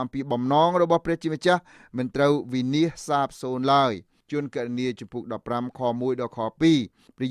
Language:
Khmer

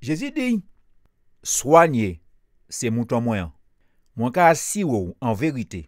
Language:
Guadeloupean Creole French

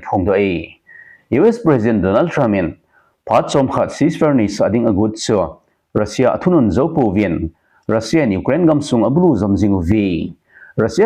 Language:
Thado Chin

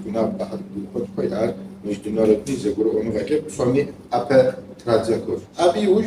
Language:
Kabardian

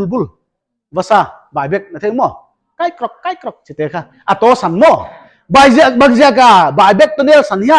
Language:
Paite Chin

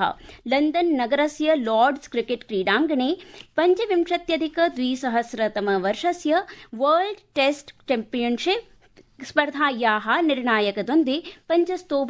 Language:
Sanskrit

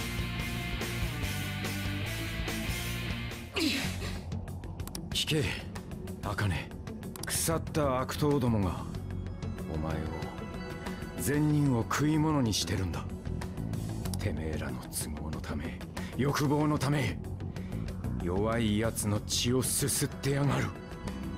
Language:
Japanese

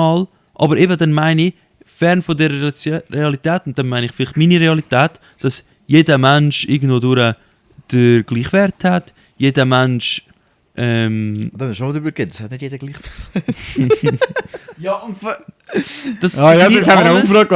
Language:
Swiss German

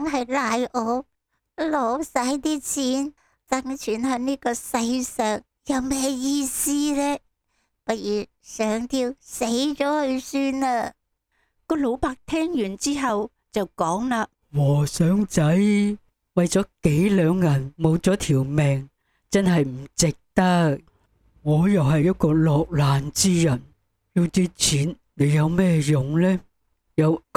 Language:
Cantonese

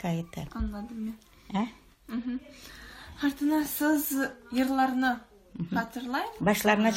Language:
Crimean Tatar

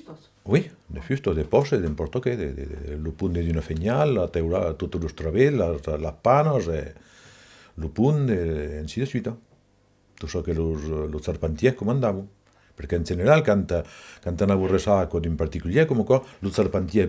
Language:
Occitan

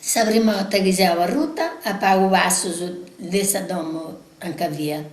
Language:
Sardinian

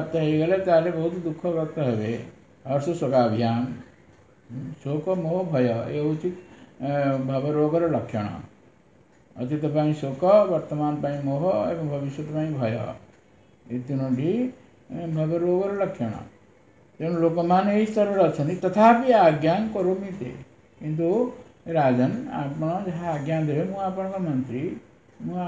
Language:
Odia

